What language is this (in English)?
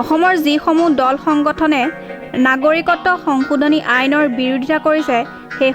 Assamese